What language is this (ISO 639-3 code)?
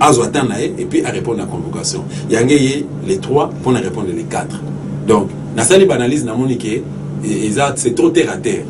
lin